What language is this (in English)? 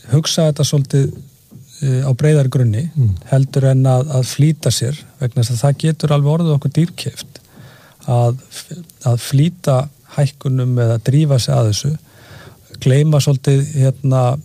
Icelandic